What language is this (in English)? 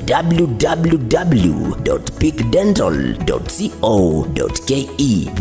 Gusii